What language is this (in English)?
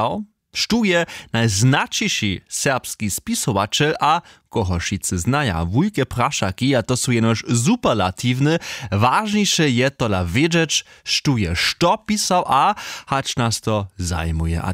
Upper Sorbian